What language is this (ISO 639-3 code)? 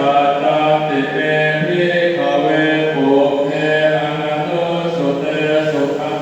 pli